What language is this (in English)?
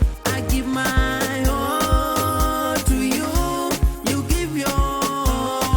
Venda